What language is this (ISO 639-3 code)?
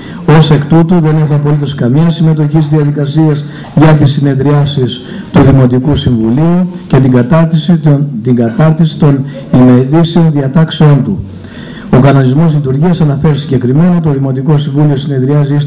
ell